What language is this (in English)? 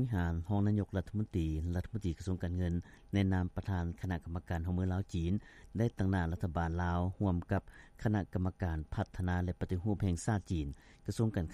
Lao